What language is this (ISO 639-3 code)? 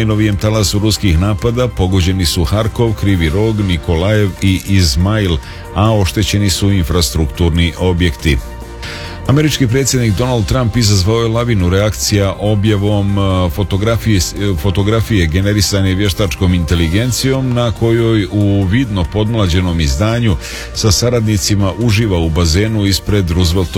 srp